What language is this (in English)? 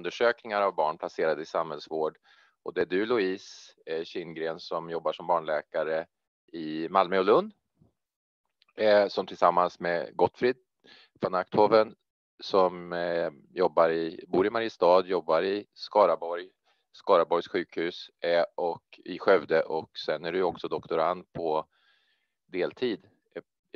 Swedish